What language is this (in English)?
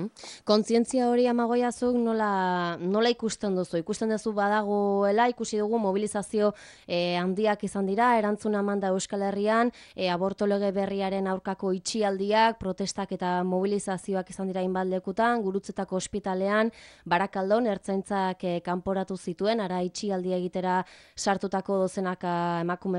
Basque